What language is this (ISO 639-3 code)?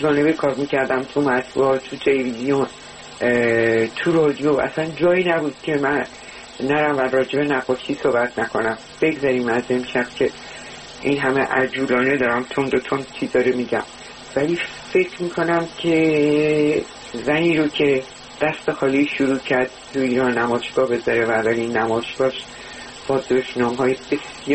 fas